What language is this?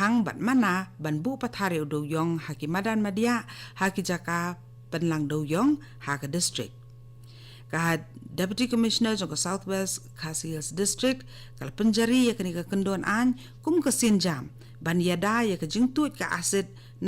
Khasi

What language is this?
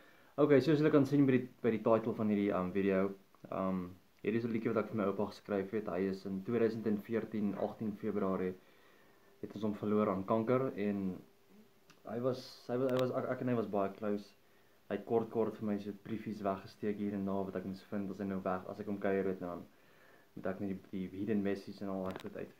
Afrikaans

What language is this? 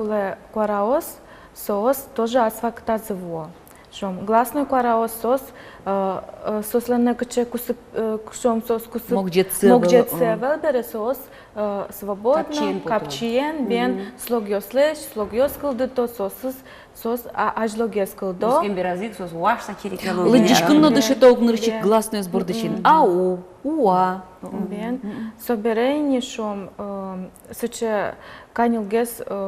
Udmurt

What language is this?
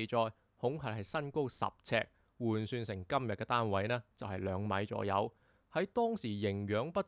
Cantonese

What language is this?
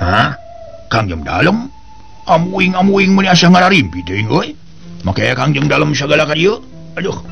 Sundanese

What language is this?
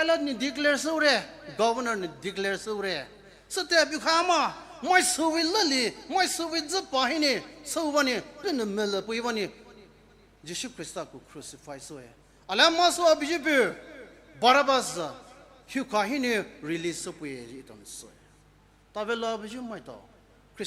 Poumei Naga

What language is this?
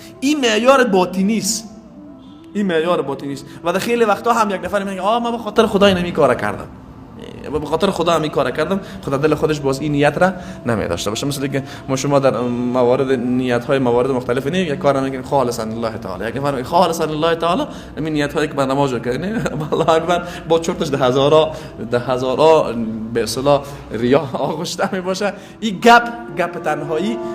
Persian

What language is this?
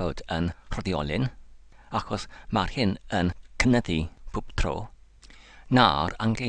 Welsh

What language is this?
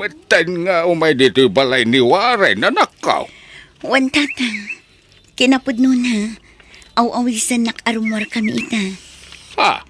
Iloko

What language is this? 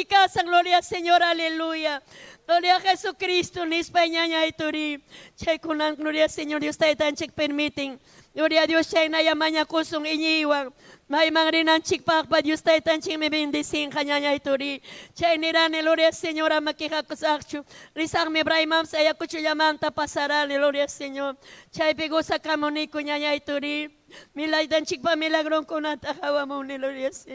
Ayacucho Quechua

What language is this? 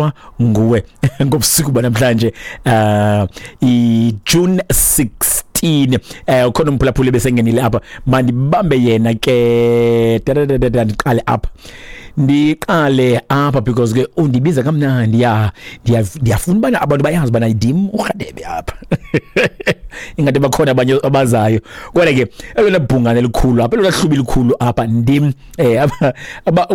Xhosa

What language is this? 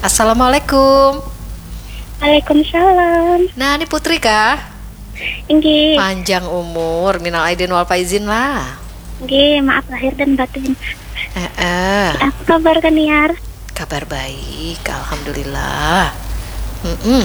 Banjar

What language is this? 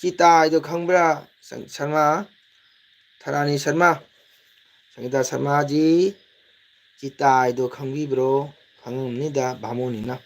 Manipuri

